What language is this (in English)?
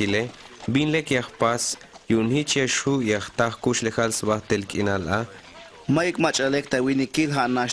Tzeltal